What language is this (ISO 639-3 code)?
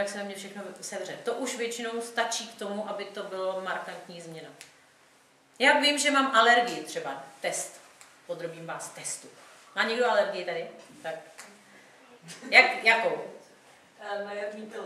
ces